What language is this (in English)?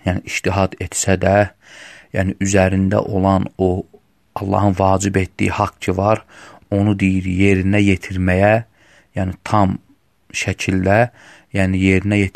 Azerbaijani